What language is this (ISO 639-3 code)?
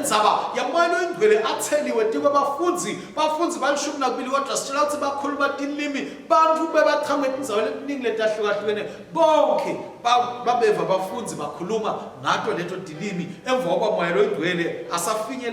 ssw